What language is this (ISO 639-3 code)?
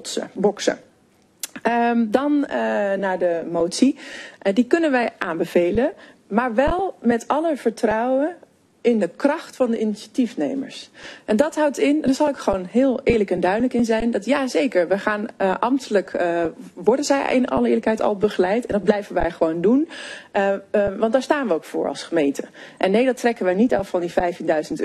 nld